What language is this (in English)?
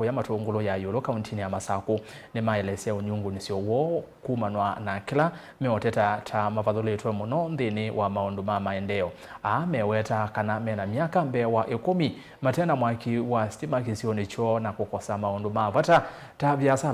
Kamba